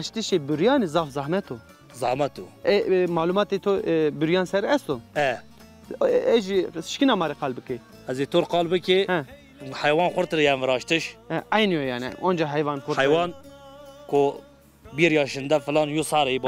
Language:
Zaza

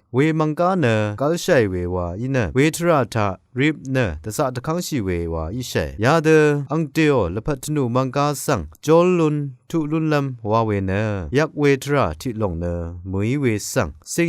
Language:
Rawang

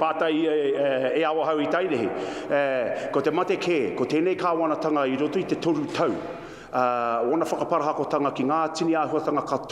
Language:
Māori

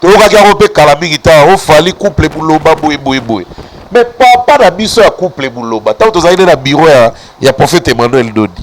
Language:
Lingala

